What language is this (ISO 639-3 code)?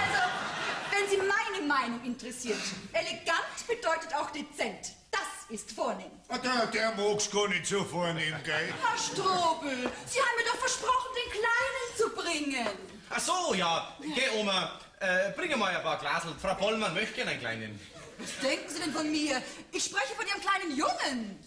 bar